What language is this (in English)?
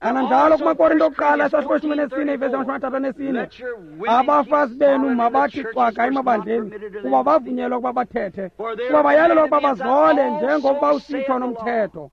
Xhosa